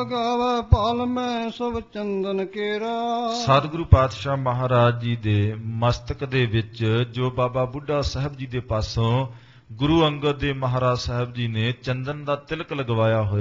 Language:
Punjabi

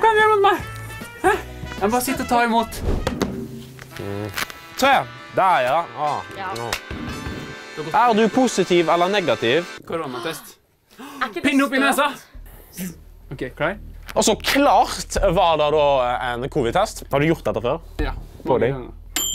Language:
Norwegian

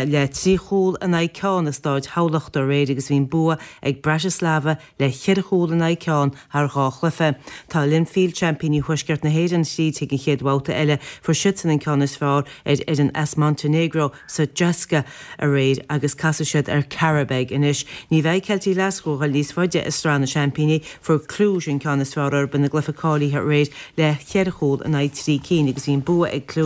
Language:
Irish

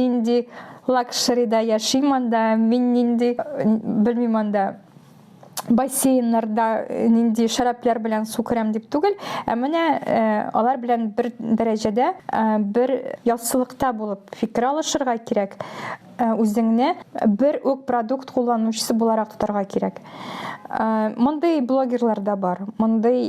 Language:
Tatar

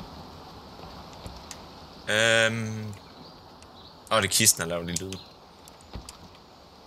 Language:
Danish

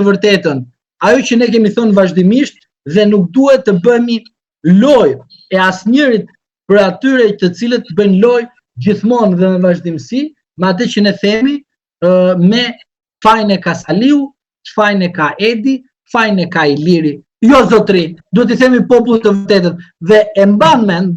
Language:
Albanian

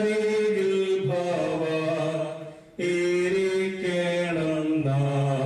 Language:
Malayalam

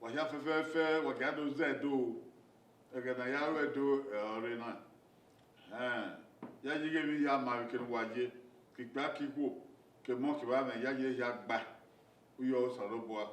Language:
Bini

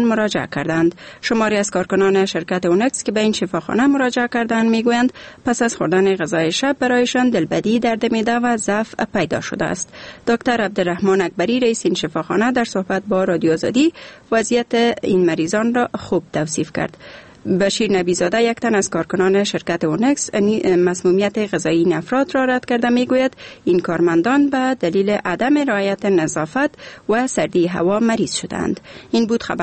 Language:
Persian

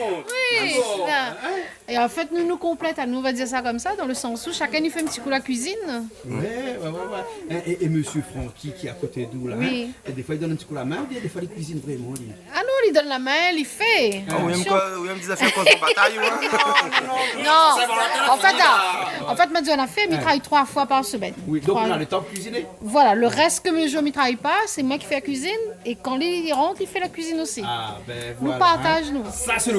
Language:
Réunion Creole French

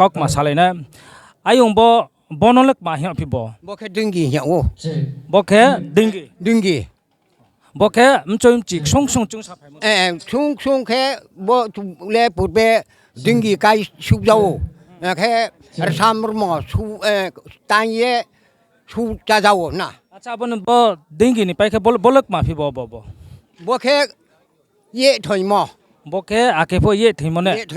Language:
Riang (India)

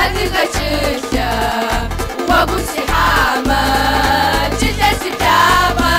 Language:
Kabardian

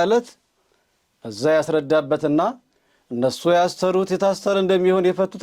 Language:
Amharic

